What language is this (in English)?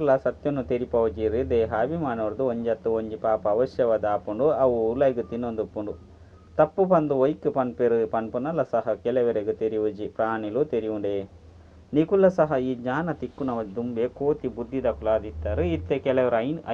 Tulu